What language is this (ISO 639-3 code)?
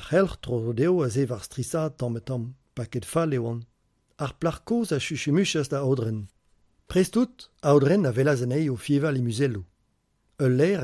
bre